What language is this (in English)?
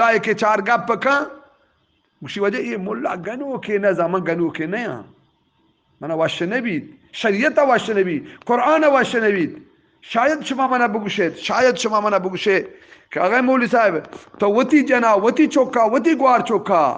Eastern Balochi